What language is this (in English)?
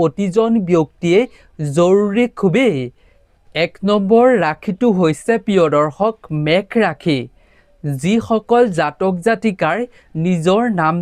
Assamese